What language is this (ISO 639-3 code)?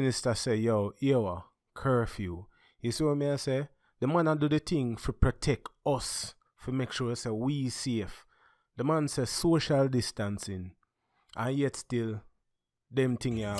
jam